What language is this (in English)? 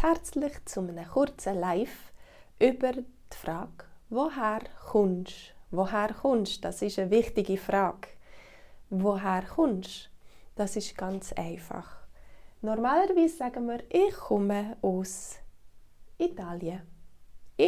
Swiss German